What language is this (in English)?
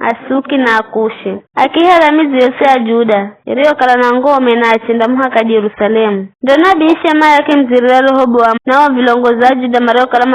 Giryama